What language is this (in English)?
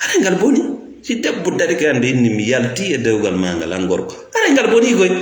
Fula